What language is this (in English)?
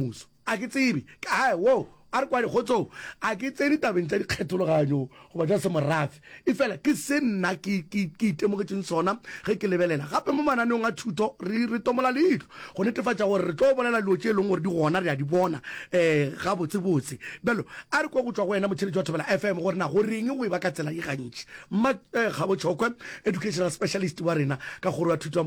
Northern Sotho